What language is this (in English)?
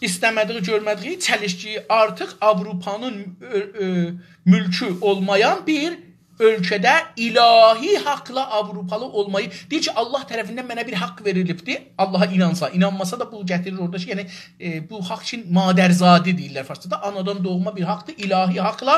South Azerbaijani